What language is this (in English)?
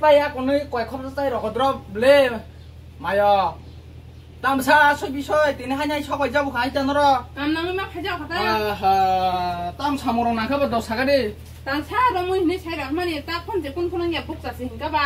Kok Borok